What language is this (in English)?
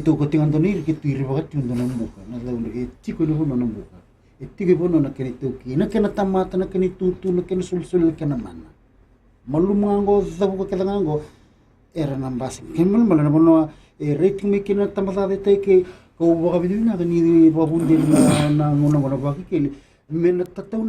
Fijian